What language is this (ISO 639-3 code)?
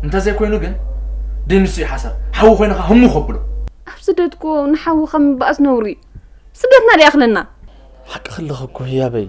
tir